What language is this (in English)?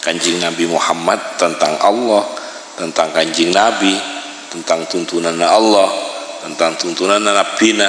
Madurese